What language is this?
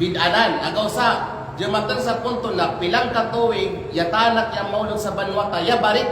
Kalagan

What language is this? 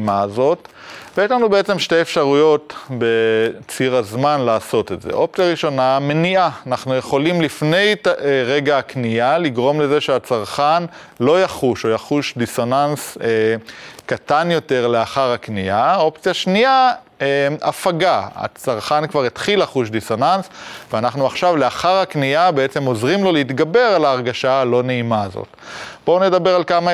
Hebrew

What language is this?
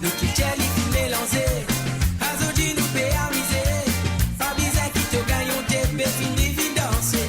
Morisyen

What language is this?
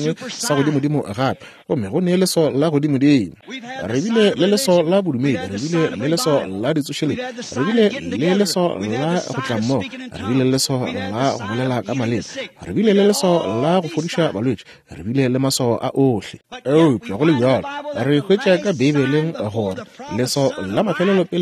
Northern Sotho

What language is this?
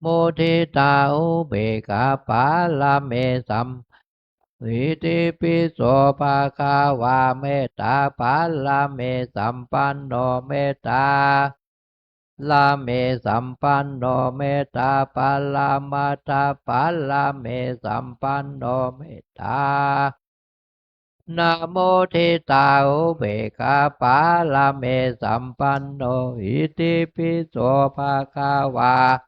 Pali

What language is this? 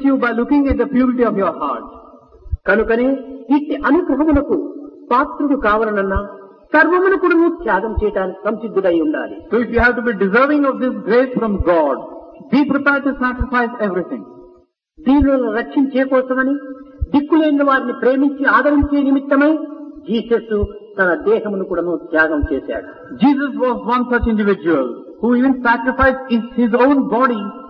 Telugu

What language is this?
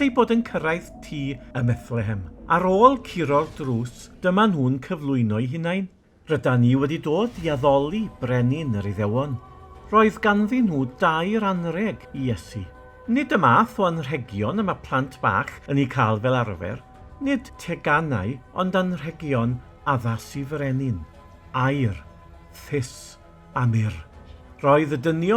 Welsh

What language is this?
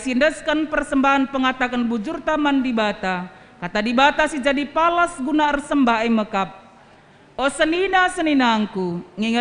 Batak Karo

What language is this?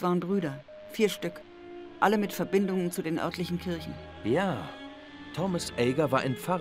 German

